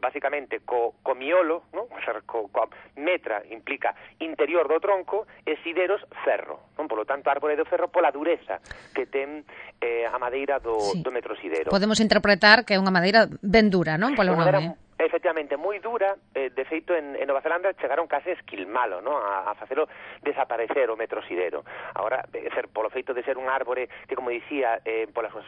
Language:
Galician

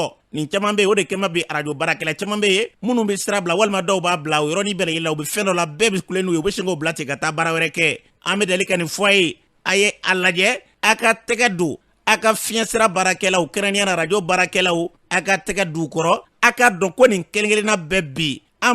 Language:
Bambara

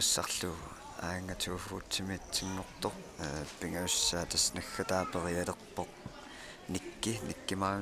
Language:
Kalaallisut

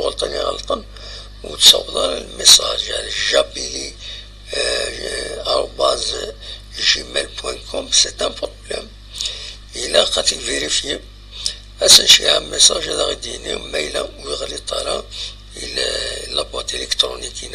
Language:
Kabyle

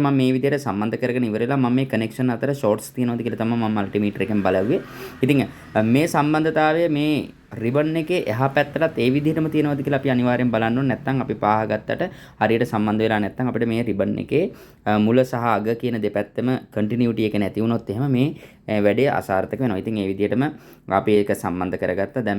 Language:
Sinhala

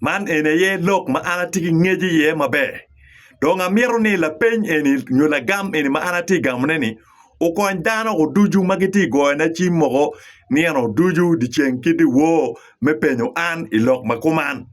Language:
Acoli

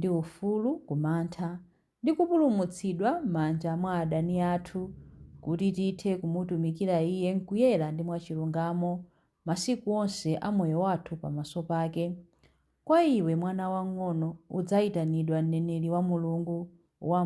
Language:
Nyanja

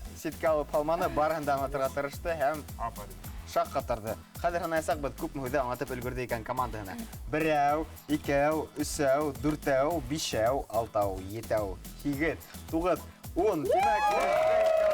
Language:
Bashkir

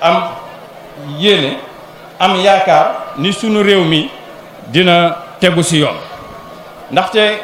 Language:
Wolof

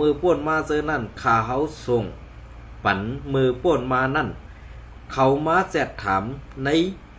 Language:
Shan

